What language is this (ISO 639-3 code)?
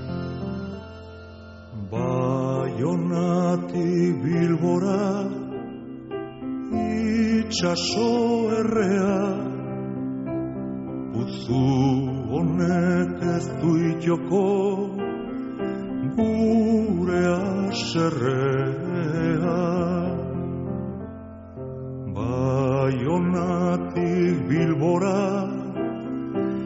eus